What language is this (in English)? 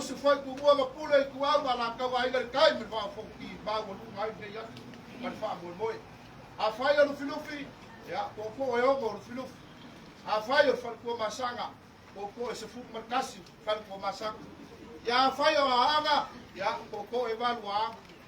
Samoan